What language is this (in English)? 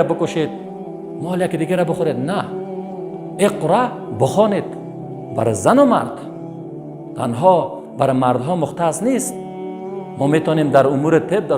Persian